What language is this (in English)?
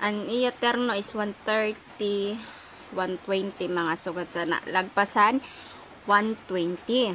Waray